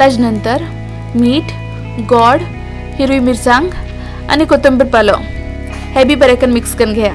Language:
Konkani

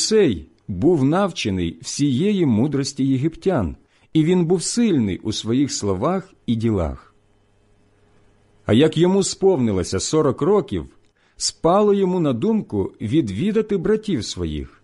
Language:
Ukrainian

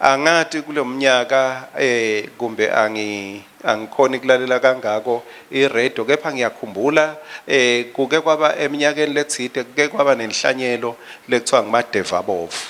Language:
Swati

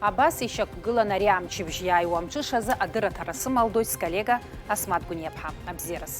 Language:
Abkhazian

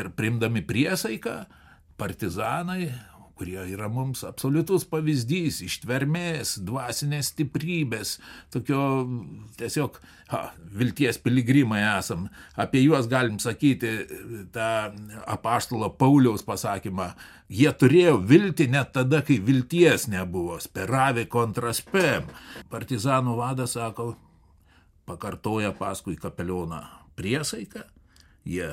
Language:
Lithuanian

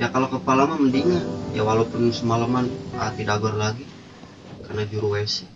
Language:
Sundanese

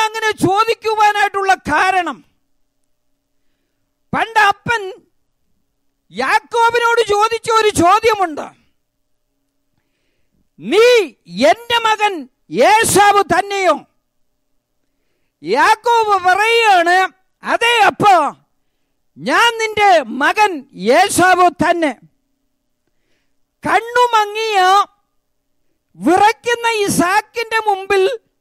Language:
Malayalam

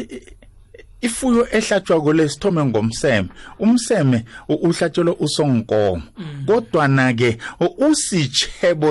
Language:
South Ndebele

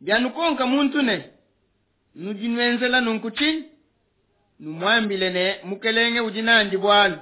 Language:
Luba-Lulua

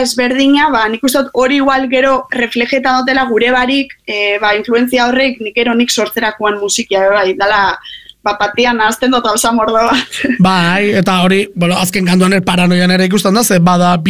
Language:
Basque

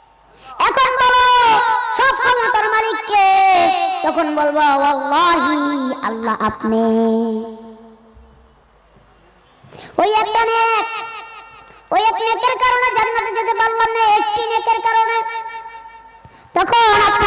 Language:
Bangla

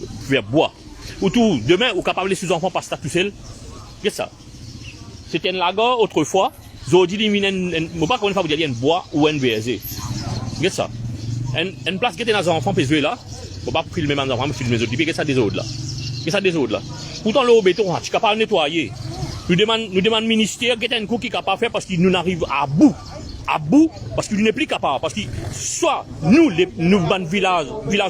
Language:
Morisyen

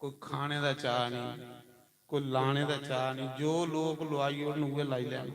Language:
Dogri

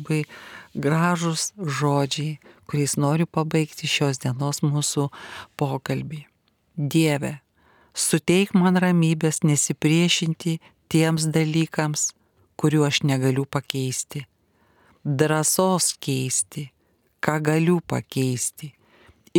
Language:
Lithuanian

